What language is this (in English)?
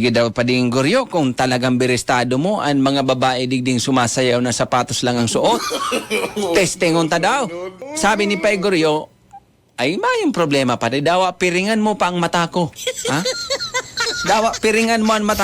Bikol